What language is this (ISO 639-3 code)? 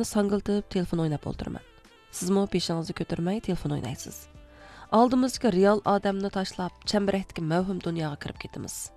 uig